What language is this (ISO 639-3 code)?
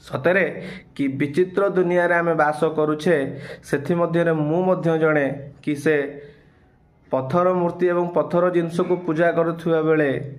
ori